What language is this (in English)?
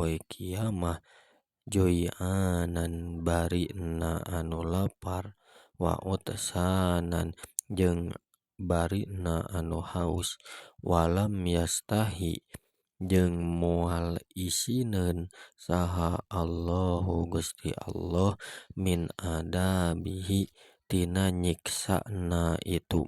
Sundanese